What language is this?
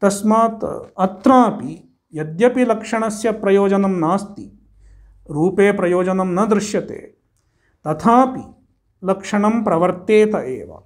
Sanskrit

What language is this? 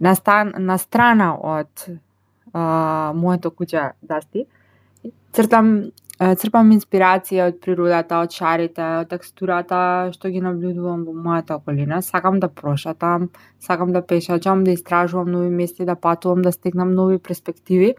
Macedonian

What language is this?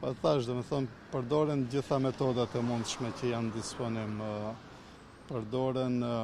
Albanian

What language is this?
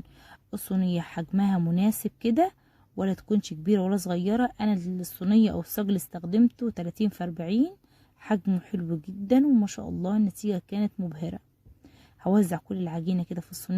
Egyptian Arabic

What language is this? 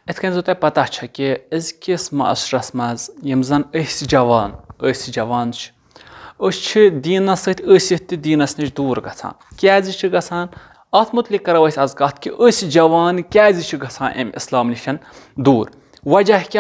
Kashmiri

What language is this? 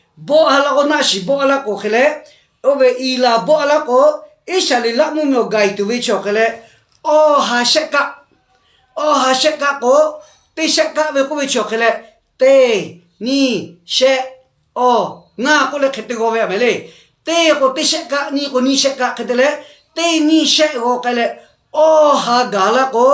Lahu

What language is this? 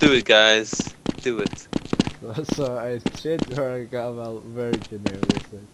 Faroese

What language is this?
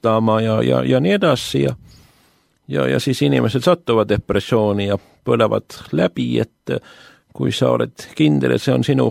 Estonian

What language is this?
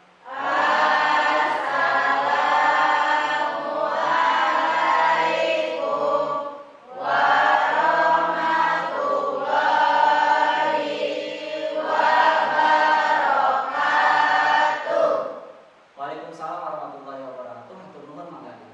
Sundanese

